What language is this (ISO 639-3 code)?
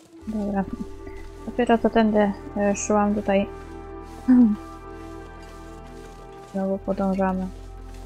pol